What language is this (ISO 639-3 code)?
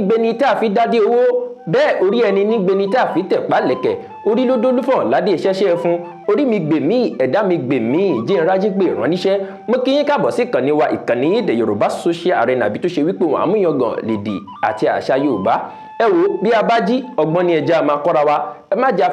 yor